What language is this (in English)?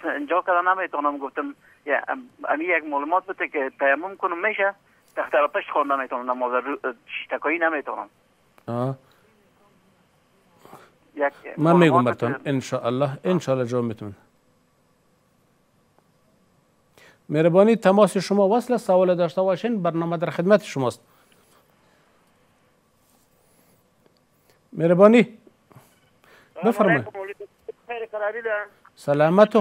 Persian